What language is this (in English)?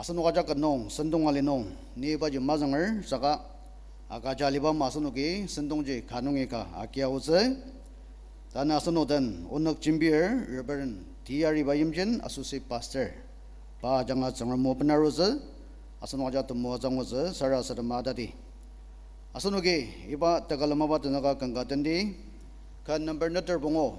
Ao Naga